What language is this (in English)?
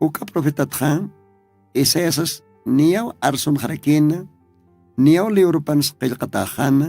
Aymara